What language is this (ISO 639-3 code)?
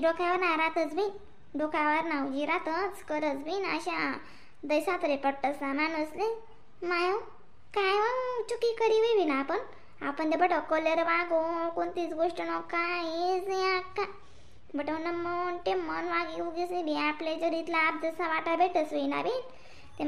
khn